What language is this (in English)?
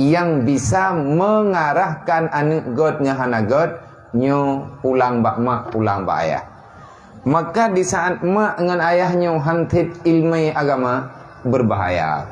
Achinese